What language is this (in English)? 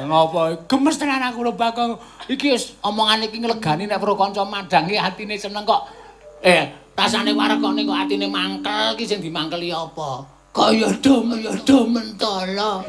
Javanese